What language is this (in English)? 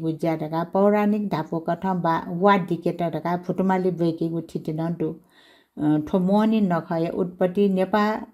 Newari